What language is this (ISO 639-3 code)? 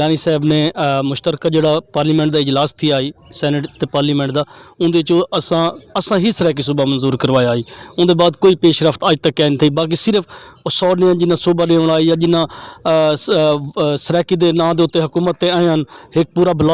skr